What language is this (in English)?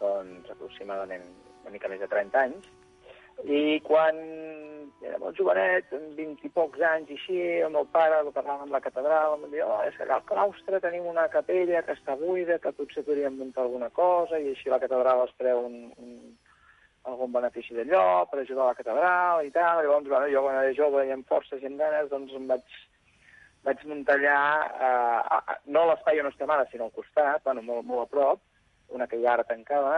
Catalan